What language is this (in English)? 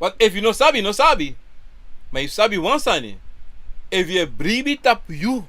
Sranan Tongo